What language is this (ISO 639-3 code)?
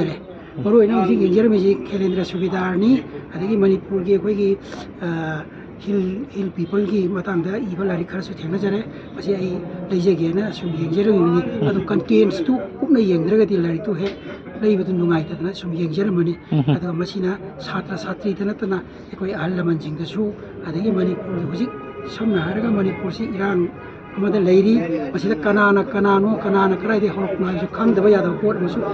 mni